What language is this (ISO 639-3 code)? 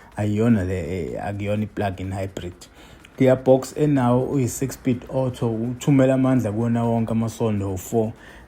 zul